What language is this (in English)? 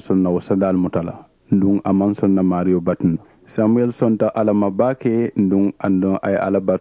Mandingo